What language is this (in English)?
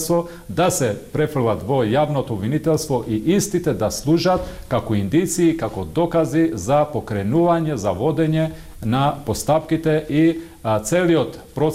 Macedonian